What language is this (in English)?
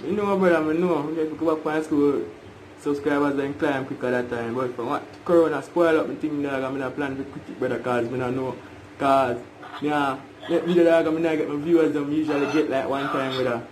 Jamaican Creole English